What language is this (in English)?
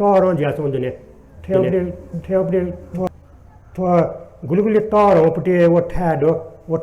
Newari